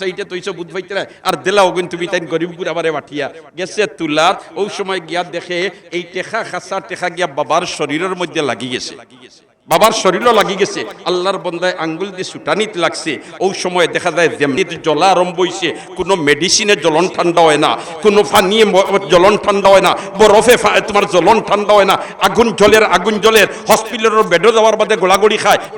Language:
Sylheti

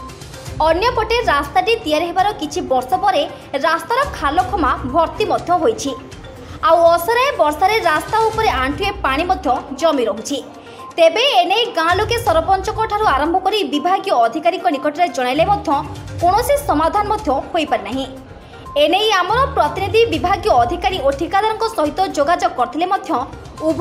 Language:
Odia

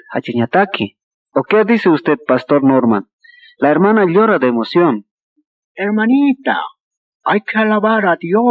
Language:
Aymara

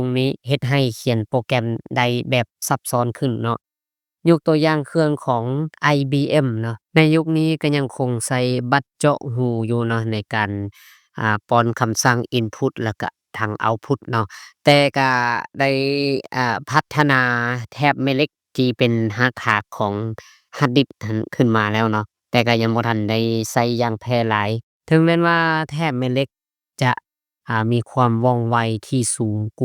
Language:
Lao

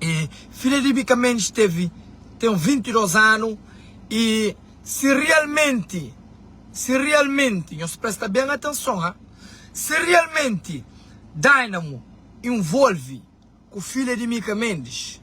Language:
Kabuverdianu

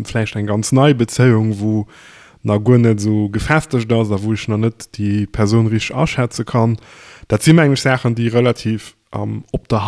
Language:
Luxembourgish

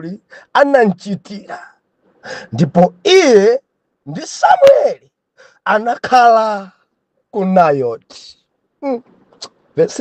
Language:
Nyanja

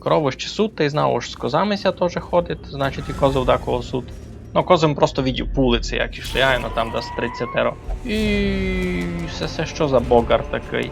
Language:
Rusyn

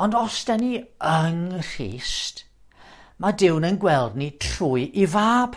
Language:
Welsh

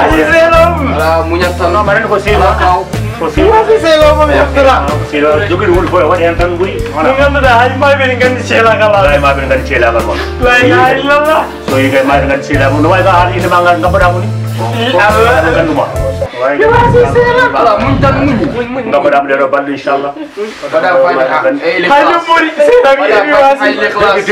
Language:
Fula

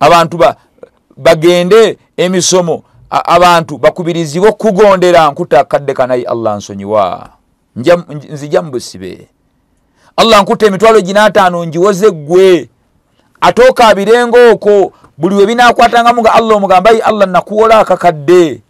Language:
Ganda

